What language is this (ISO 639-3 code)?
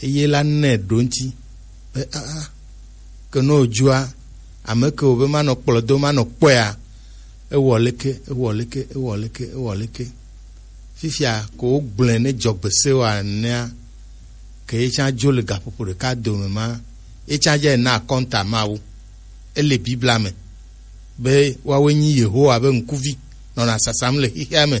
gej